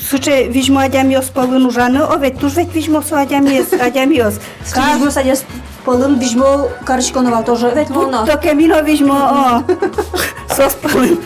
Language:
Udmurt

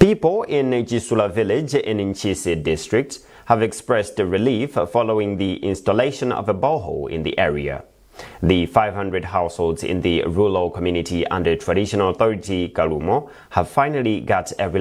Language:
English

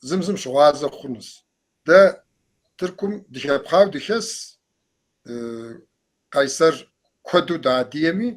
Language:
Kabardian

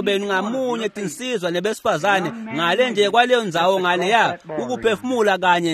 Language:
Swati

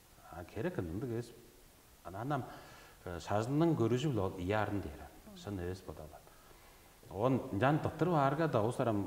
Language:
Tuvinian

